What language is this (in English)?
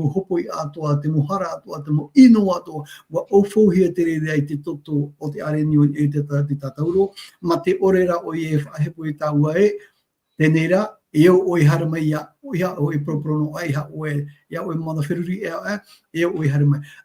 Tahitian